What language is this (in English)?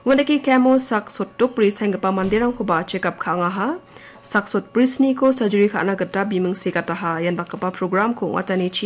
Garo